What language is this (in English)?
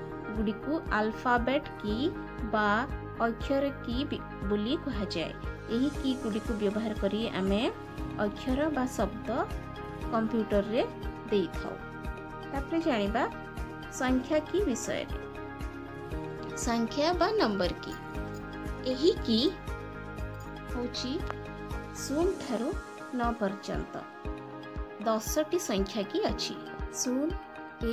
Odia